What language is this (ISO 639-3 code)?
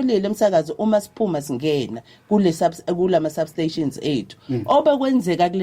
zul